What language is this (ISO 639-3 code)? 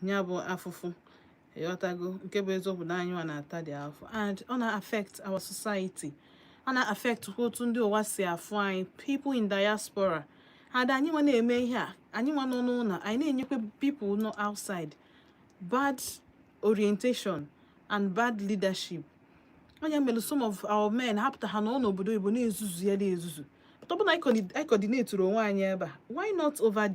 ibo